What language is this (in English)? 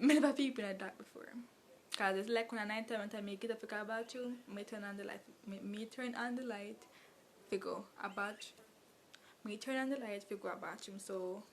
Jamaican Creole English